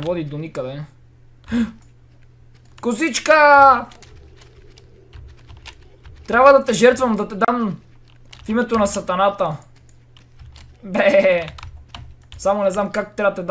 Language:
Bulgarian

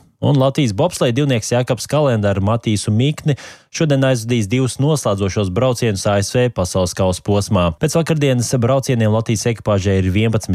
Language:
Latvian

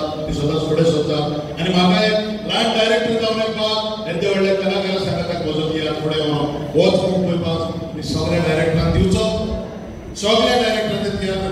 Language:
Konkani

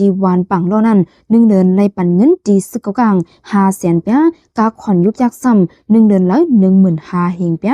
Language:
Shan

